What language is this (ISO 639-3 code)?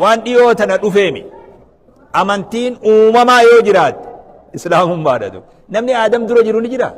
orm